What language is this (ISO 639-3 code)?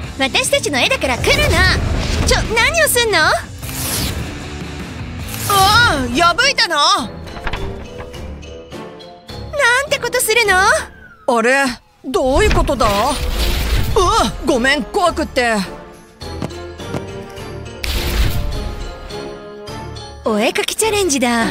jpn